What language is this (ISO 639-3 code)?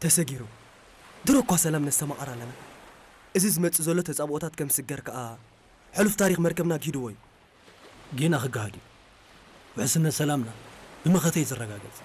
tir